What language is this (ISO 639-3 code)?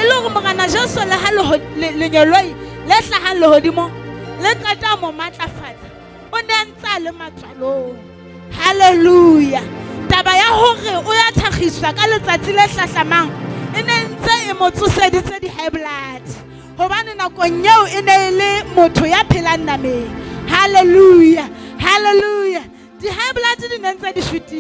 sot